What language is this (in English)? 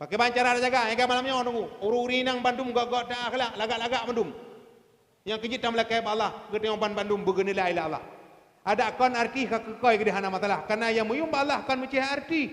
Achinese